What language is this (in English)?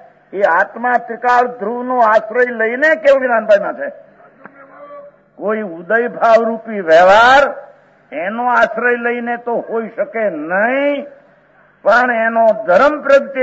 Gujarati